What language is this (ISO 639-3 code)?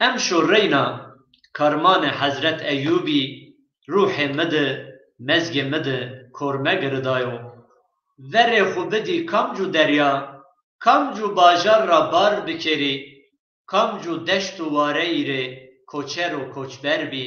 zza